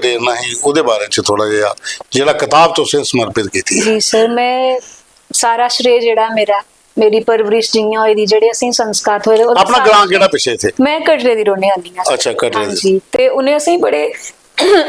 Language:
Dogri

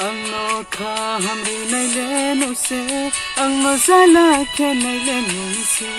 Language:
Riang (India)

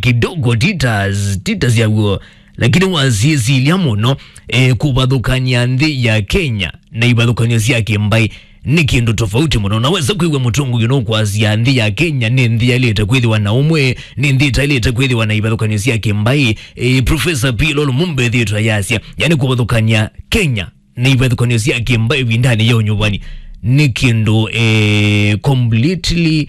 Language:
Kamba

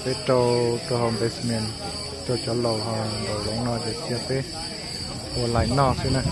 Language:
Hmong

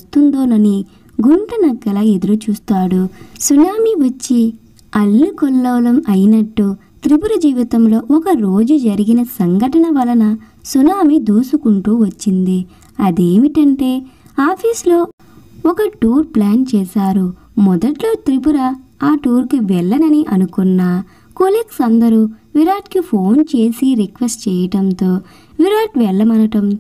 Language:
Telugu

